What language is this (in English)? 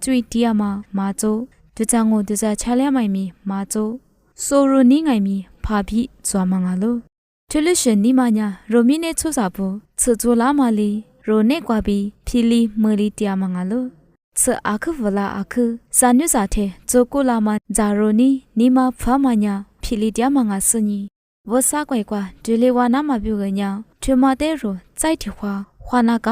Lisu